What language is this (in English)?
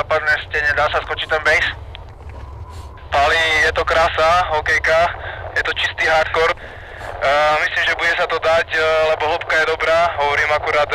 Slovak